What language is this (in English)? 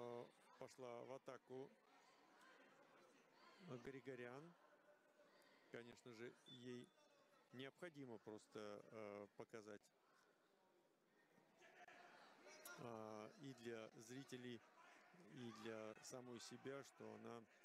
Russian